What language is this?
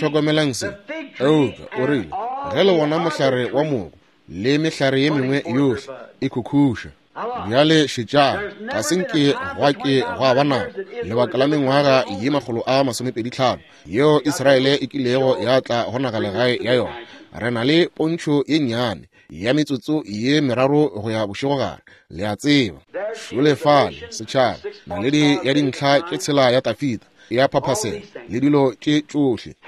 Northern Sotho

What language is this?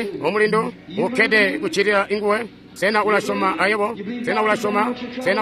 Tonga (Zambia)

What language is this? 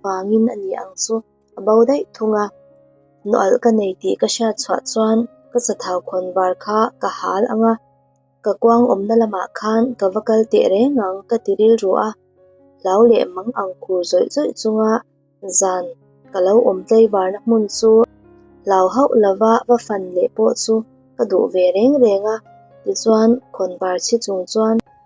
Mizo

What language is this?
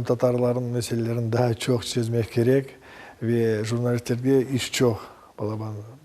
Crimean Tatar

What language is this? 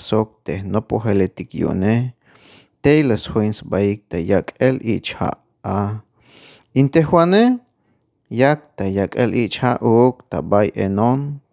Tzeltal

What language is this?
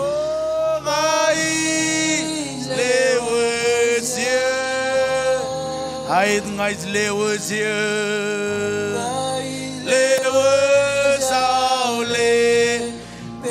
Marshallese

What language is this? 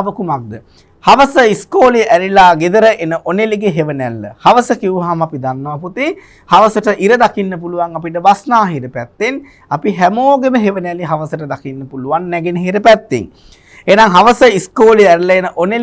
Sinhala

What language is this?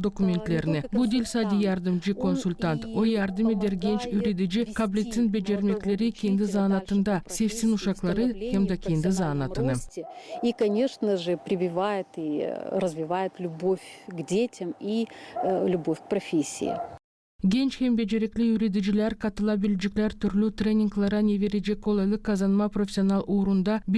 Gagauz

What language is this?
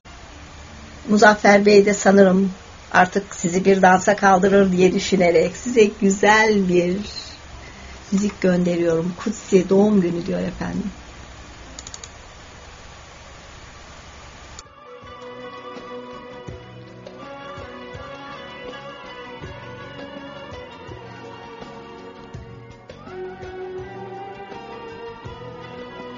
Turkish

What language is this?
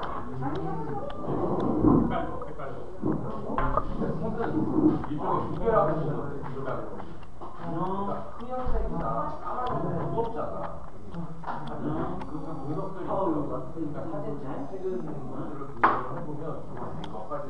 Korean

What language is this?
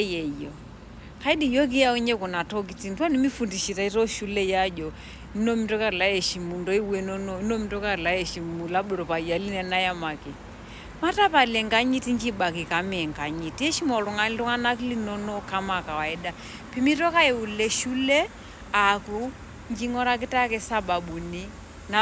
Masai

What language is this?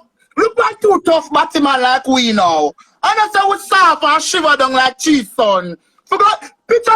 Jamaican Creole English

